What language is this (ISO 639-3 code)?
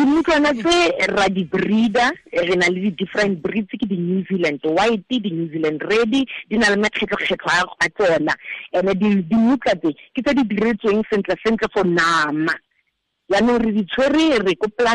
tsn